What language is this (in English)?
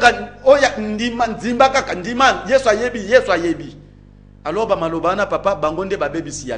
Lingala